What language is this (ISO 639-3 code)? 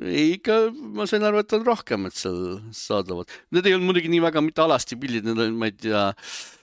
est